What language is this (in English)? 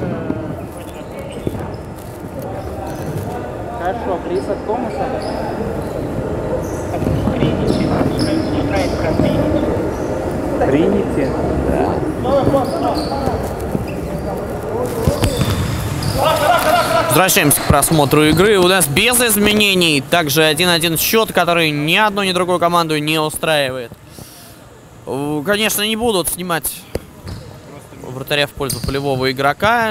Russian